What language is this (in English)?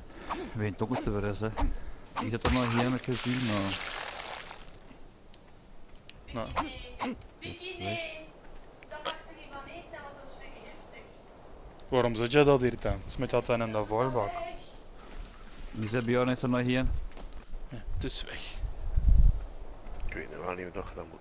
Dutch